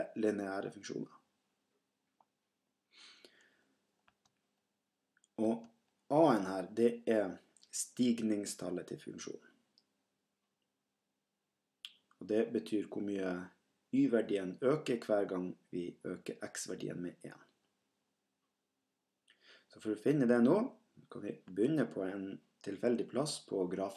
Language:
Norwegian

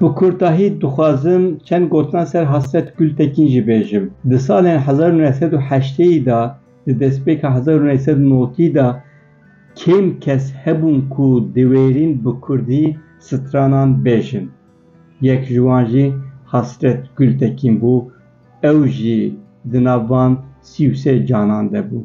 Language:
Kurdish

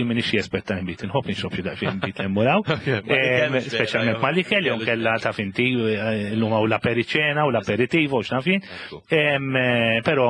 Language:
Maltese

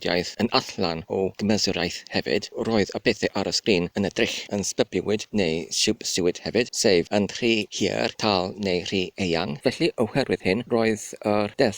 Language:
Welsh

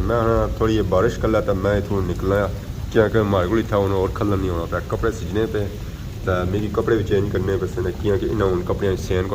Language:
Pahari-Potwari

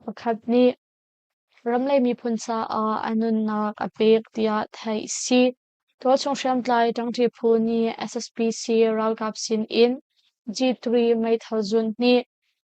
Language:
Hakha Chin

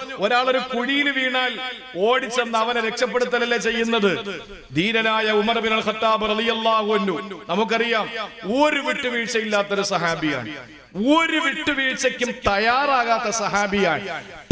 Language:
Malayalam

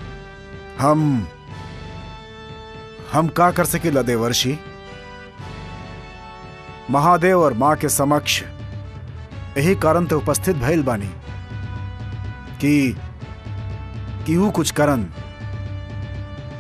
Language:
Bhojpuri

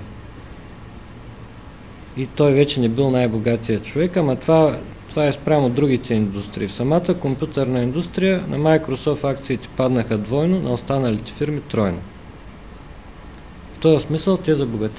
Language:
Bulgarian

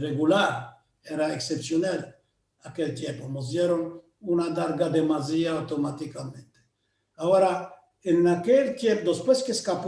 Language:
Ladino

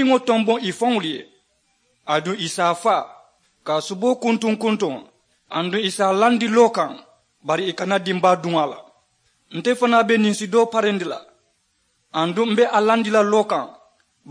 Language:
Mandingo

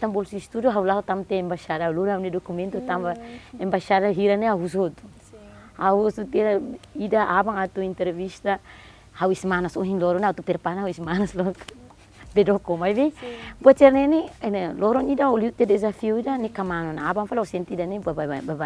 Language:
Tetum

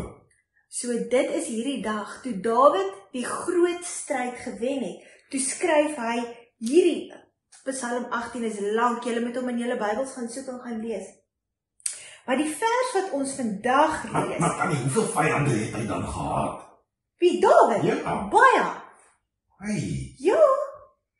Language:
Afrikaans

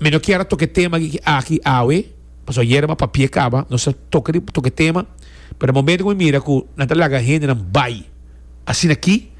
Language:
Papiamento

